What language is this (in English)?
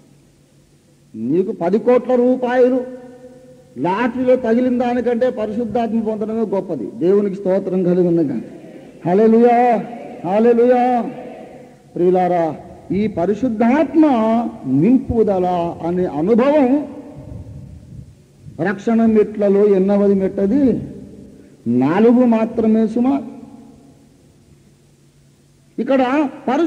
Telugu